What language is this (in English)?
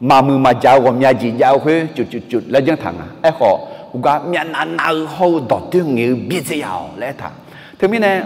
Akha